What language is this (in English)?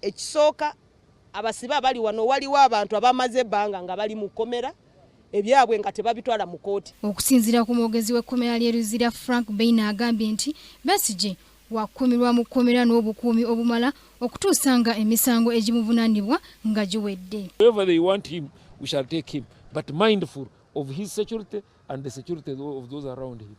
Ganda